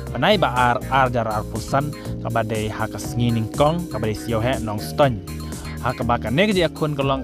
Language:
Khasi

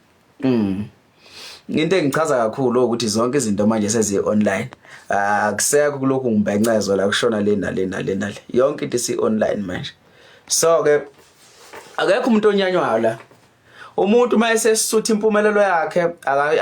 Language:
Zulu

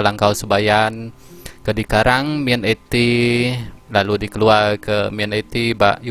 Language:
Iban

